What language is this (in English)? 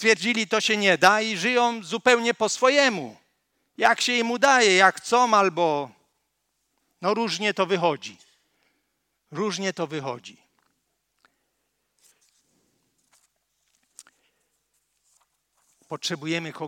Polish